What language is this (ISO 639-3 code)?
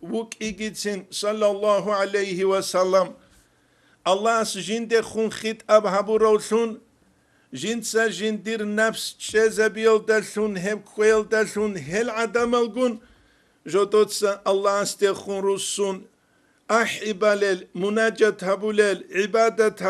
ava